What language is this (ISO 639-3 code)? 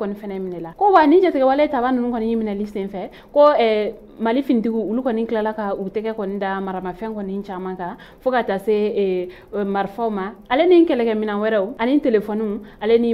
bam